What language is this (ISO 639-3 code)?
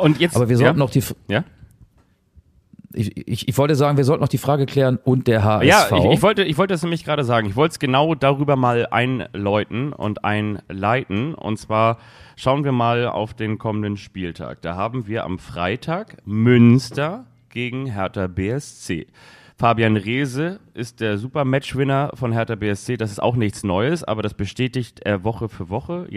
deu